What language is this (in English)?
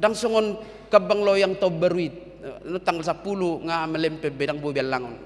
Batak Toba